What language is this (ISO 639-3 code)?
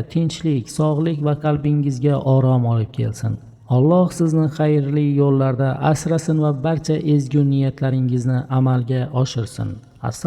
uzb